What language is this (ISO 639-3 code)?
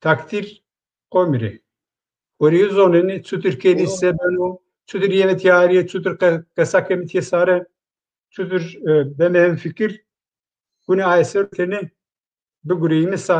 zza